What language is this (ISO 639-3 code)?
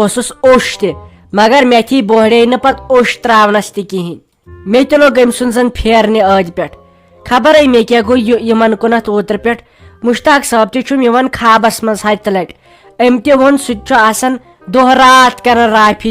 kas